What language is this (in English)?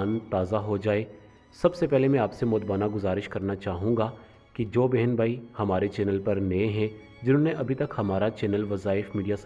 Urdu